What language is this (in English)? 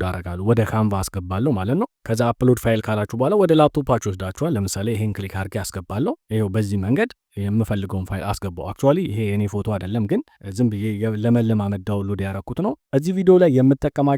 Amharic